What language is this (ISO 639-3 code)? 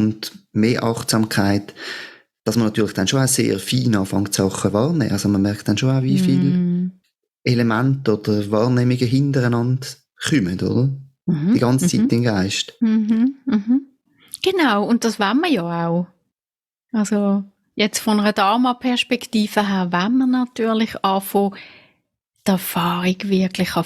gsw